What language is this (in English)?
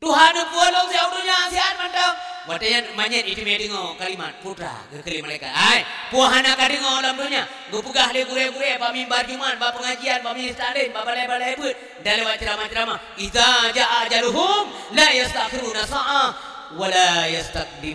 Achinese